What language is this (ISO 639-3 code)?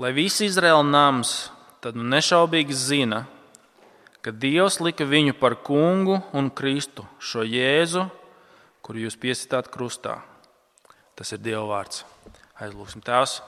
lav